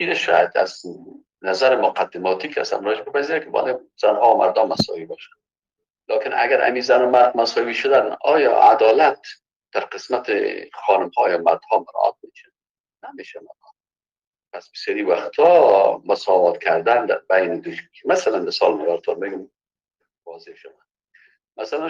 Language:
Persian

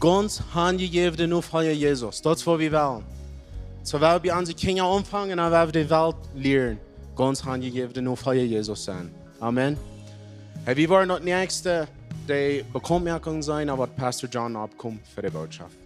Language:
Plautdietsch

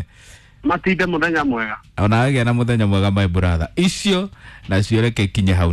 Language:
Kikuyu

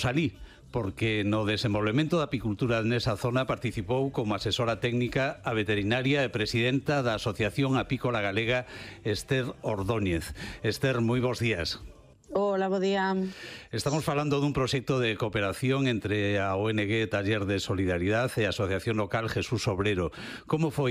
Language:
Galician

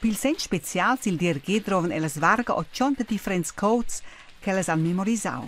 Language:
Romansh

